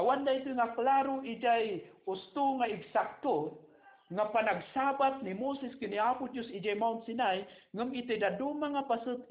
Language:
Iloko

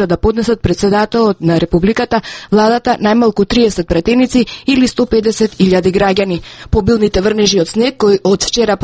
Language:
Macedonian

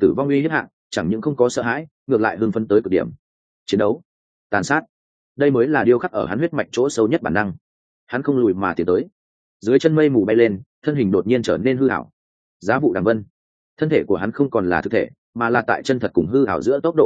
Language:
Vietnamese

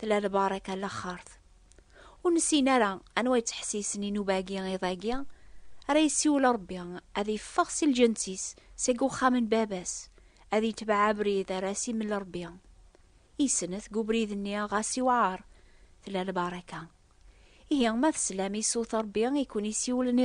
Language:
Kabyle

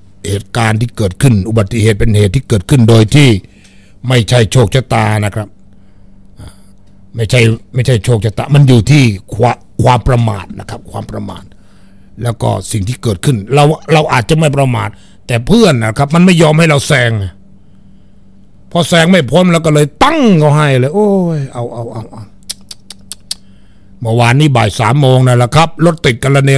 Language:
Thai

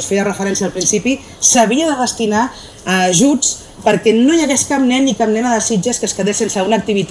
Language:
Catalan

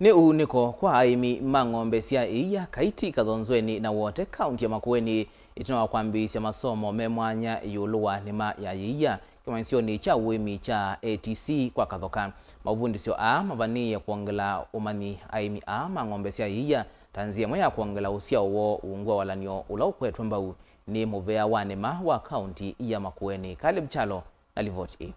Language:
Kamba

